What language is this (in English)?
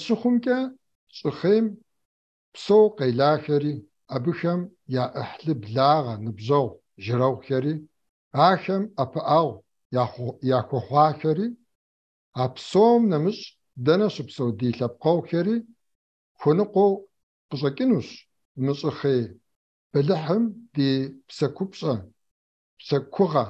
Kabardian